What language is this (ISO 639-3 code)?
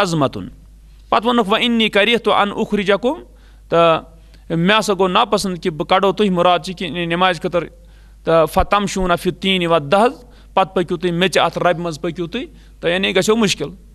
kas